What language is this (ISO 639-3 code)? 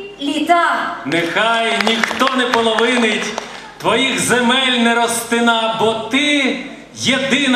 ukr